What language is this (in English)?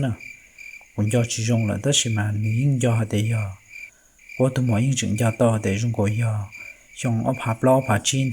Hmong